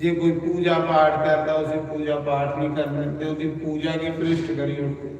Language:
Dogri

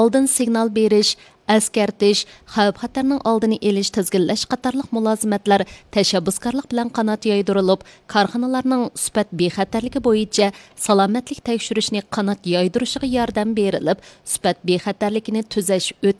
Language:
Uyghur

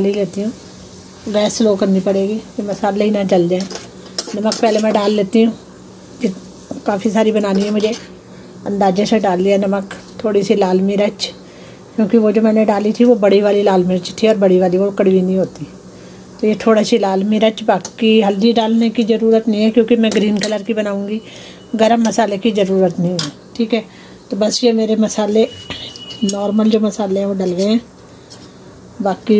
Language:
Hindi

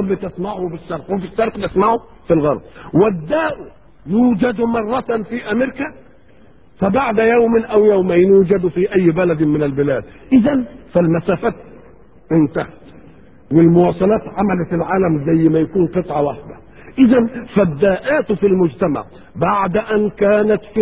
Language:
Egyptian Arabic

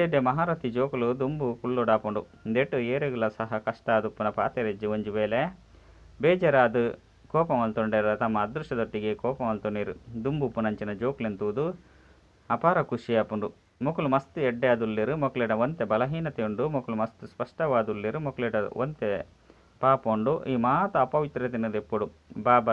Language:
Tulu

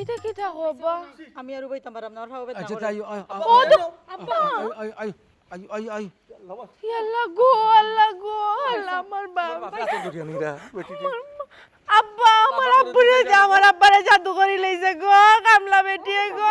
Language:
Sylheti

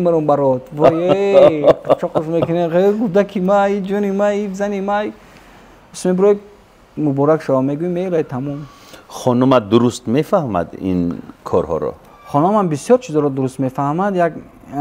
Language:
Tajik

